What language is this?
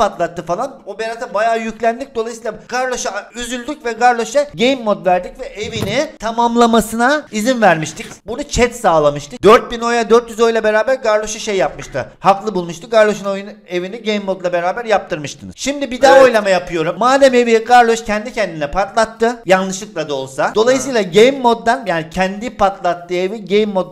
Turkish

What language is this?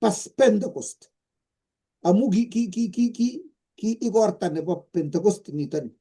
Kalenjin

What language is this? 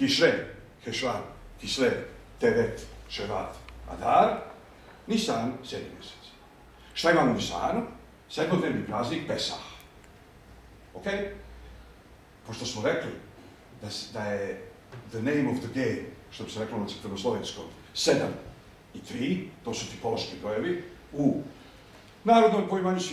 Bosnian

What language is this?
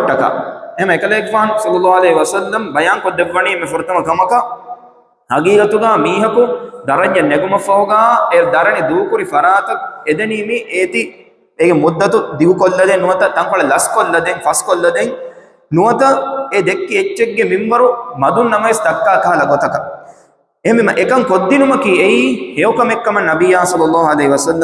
Divehi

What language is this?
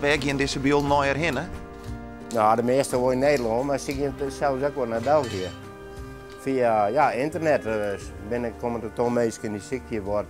Western Frisian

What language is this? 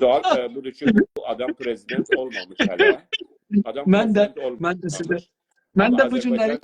South Azerbaijani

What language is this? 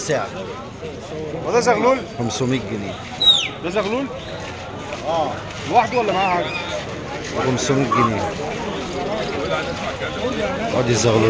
Egyptian Arabic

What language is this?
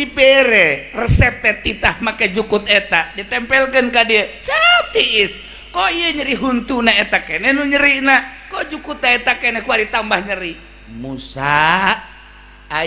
Sundanese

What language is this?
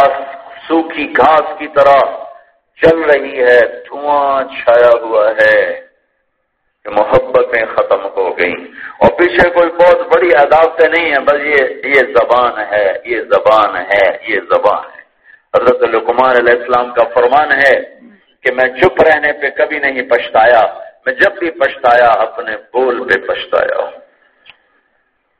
Urdu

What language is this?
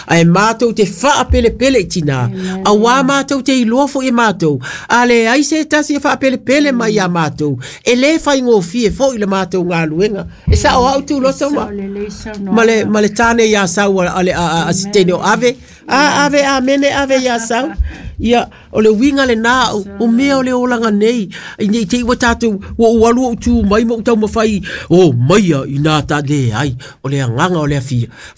Samoan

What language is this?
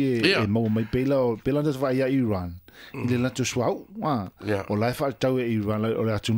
Samoan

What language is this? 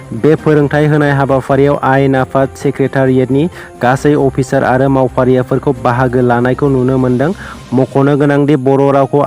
Bodo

